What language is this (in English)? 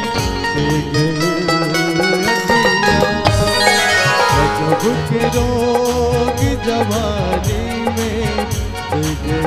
Bhojpuri